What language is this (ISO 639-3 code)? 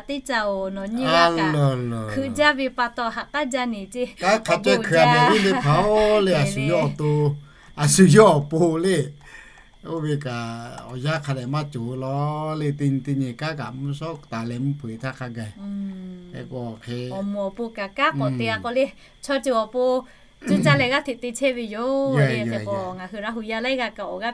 lhu